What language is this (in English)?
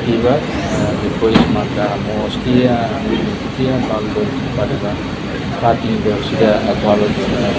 Tetum